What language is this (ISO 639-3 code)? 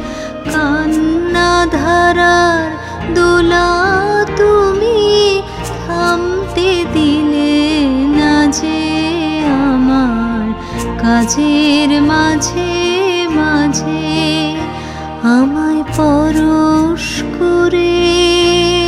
ben